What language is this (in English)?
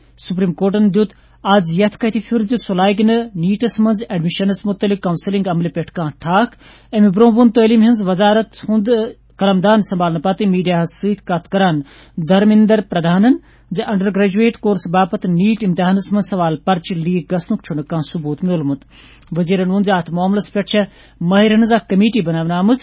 Kashmiri